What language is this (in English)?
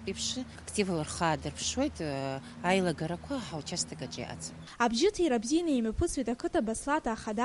Abkhazian